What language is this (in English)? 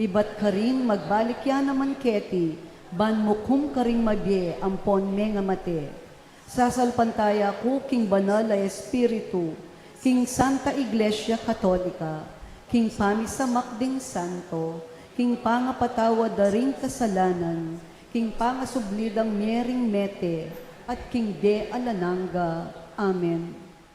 Pampanga